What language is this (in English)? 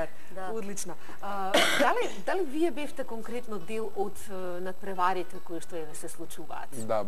Macedonian